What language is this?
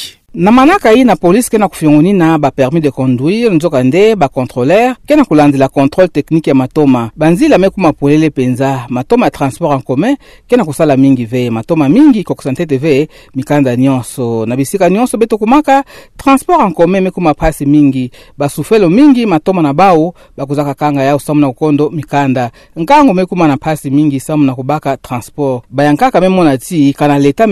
Kituba (Democratic Republic of Congo)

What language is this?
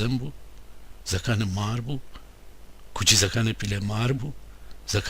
Gilaki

